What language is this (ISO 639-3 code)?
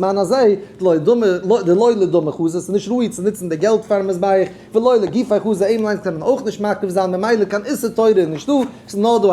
yid